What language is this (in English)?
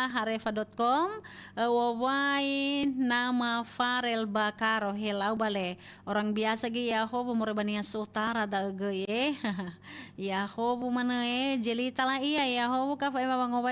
Nias